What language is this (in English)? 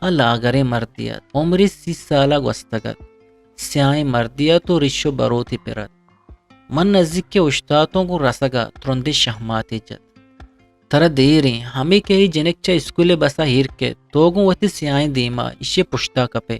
Eastern Balochi